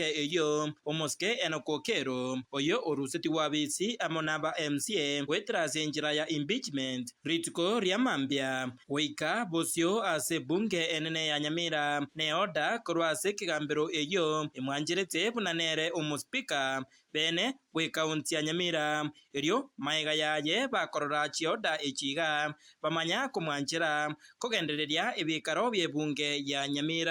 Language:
Gusii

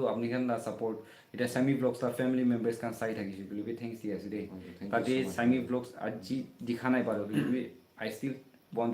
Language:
Naga Pidgin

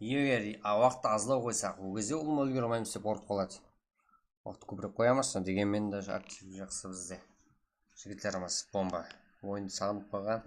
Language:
Kara-Kalpak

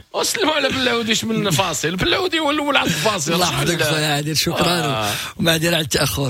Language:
Moroccan Arabic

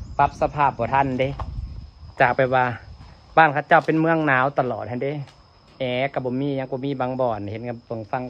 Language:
Lao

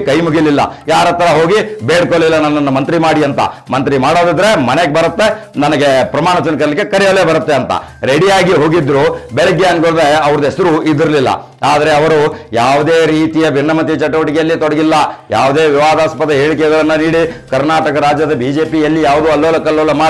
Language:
Kannada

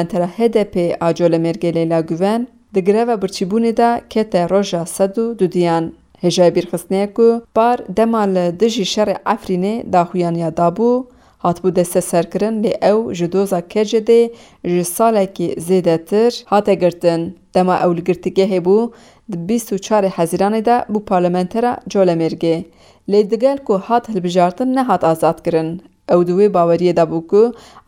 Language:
Kurdish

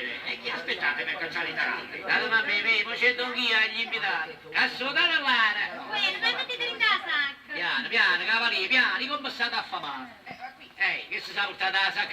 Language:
Neapolitan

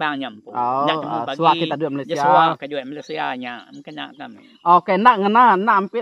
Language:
Iban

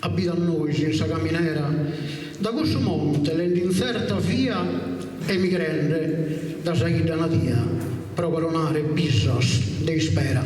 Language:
Sardinian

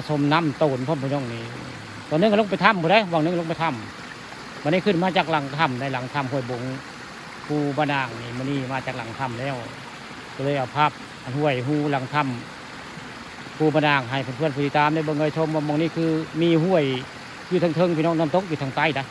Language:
Northeastern Thai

